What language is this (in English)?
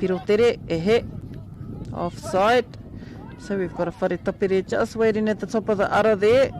Māori